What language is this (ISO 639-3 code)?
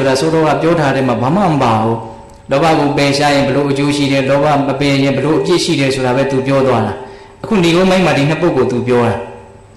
mya